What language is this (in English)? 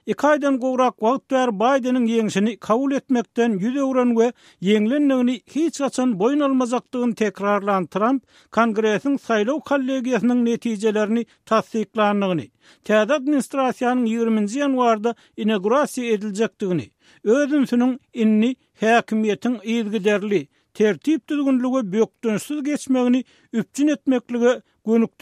Turkmen